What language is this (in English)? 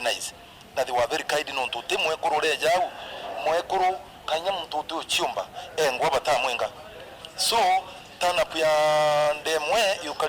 Meru